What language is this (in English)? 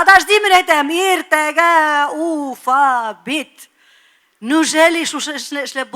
Tatar